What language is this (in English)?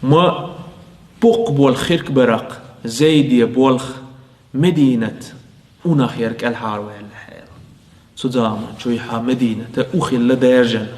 Chechen